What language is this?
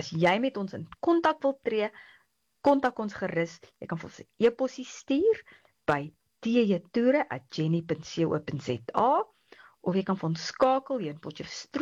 Afrikaans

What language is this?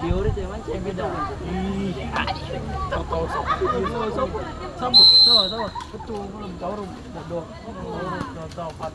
Ambonese Malay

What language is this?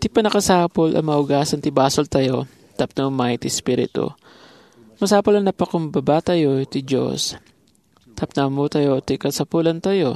Iloko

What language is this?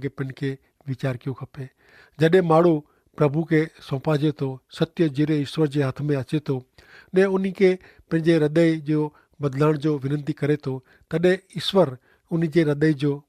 Kachhi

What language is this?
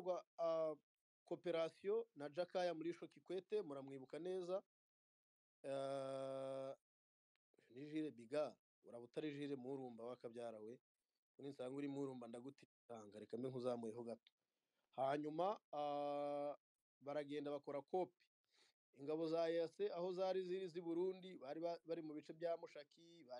Kinyarwanda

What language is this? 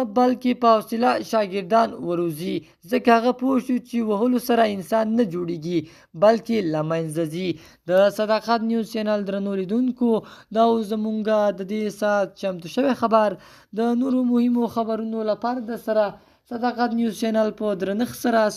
Pashto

